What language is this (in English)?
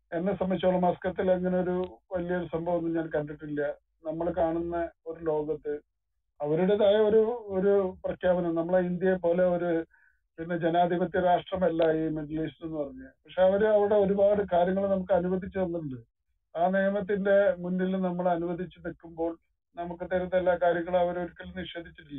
Malayalam